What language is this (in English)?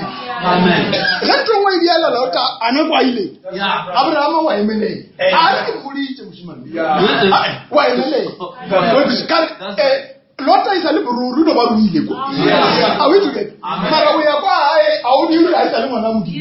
Northern Sotho